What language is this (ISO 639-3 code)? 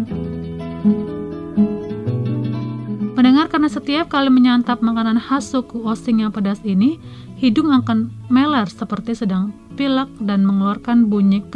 ind